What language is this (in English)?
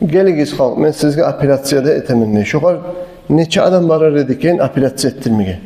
Kumyk